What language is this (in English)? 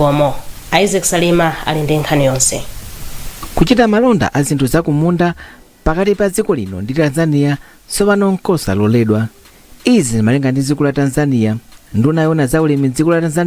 Nyanja